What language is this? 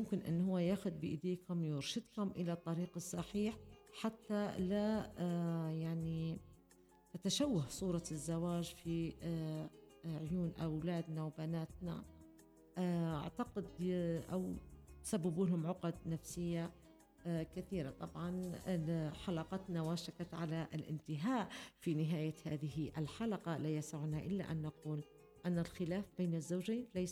Arabic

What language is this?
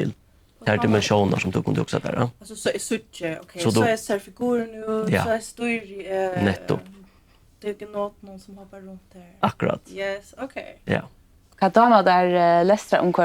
Faroese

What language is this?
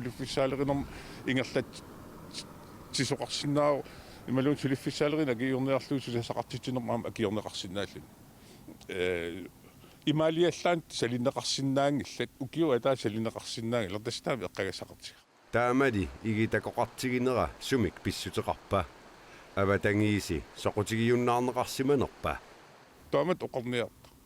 Kalaallisut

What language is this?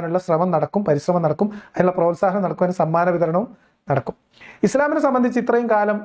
Malayalam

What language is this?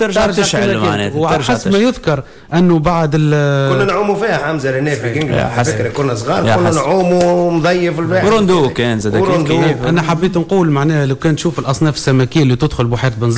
Tunisian Arabic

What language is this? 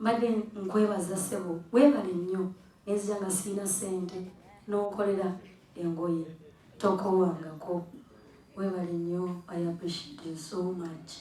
Ganda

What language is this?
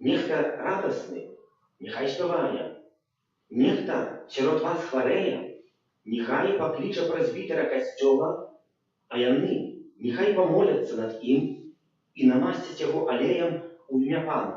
Belarusian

